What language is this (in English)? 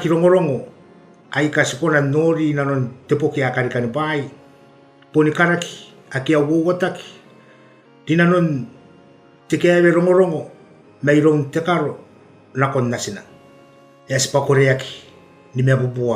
Gilbertese